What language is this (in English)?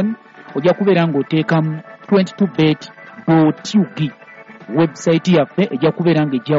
Ganda